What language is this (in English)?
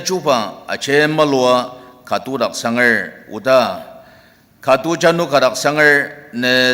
Ao Naga